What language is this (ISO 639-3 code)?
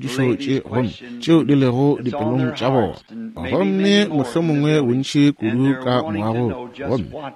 nso